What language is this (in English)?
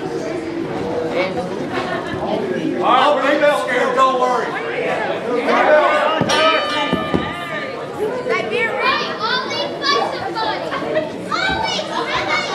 English